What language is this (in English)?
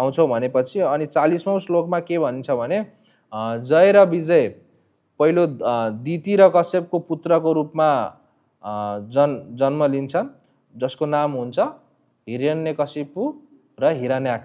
Nepali